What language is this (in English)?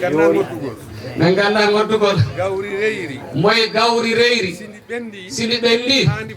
Fula